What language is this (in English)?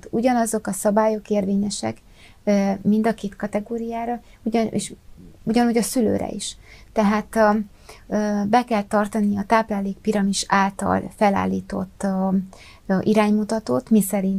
Hungarian